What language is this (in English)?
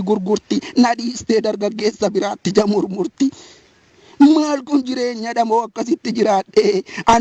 Oromo